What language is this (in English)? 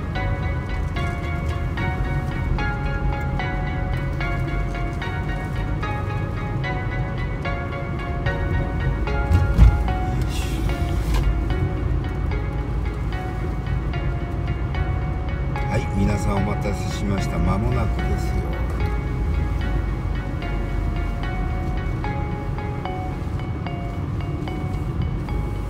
Japanese